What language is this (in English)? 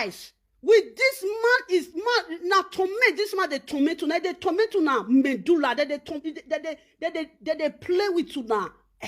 Nigerian Pidgin